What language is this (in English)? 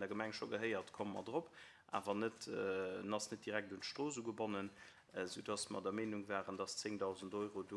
Luxembourgish